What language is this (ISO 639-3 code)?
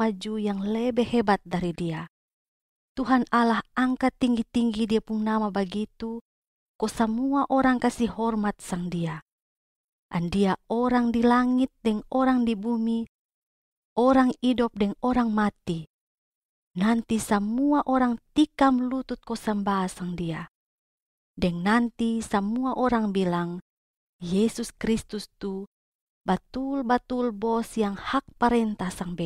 mkn